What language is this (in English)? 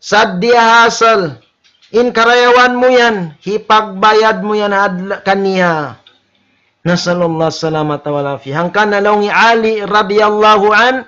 Tausug